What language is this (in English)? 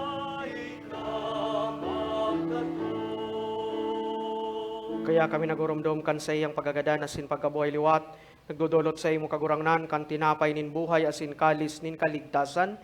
Bikol